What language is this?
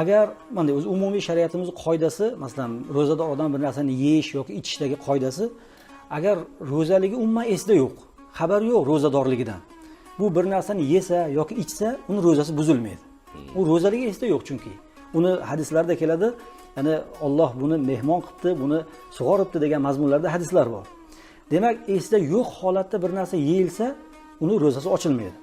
Uzbek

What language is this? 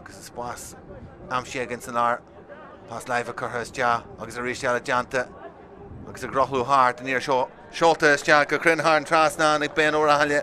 Irish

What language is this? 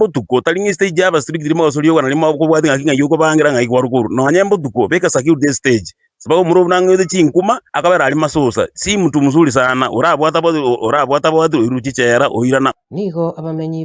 Gusii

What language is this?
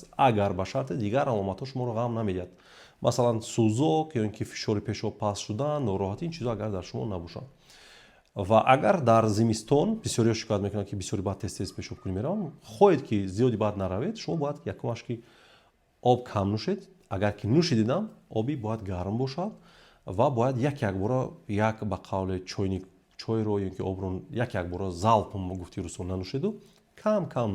Tajik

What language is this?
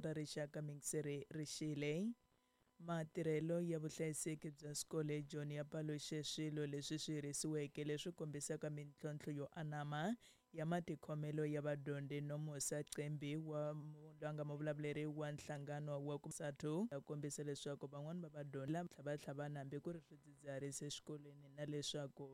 Tsonga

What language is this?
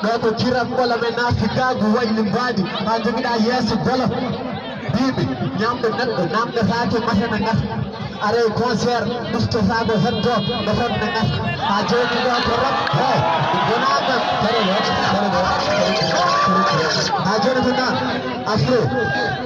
Fula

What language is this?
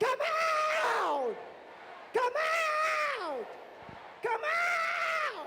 Iban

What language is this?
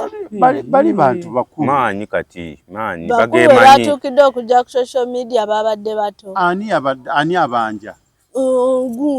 Ganda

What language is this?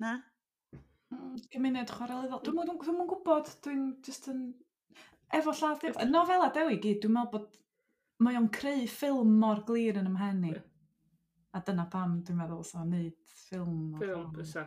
Welsh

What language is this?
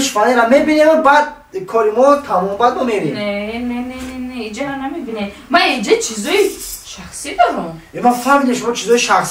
Tajik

